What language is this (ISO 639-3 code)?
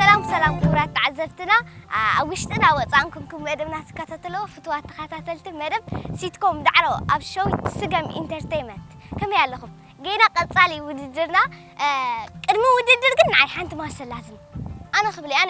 tir